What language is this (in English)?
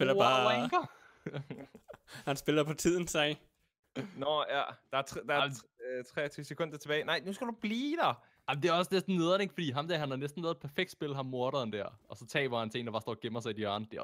Danish